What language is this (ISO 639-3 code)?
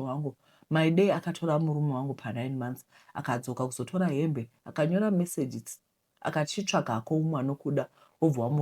sna